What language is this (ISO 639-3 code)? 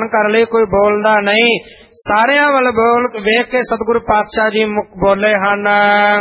pan